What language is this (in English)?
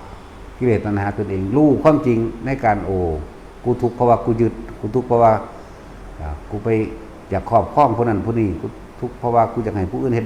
Northeastern Thai